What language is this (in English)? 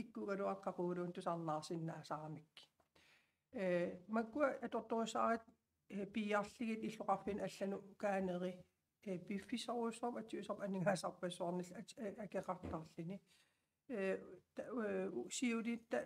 Kalaallisut